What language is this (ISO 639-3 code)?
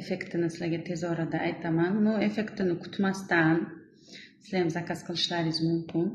uzb